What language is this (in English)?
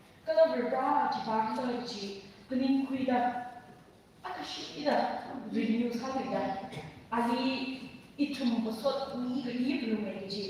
Tangkhul Naga (India)